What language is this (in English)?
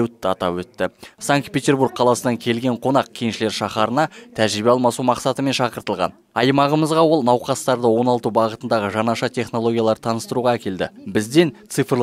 Kazakh